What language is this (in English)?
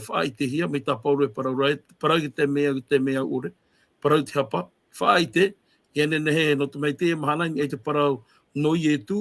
Tahitian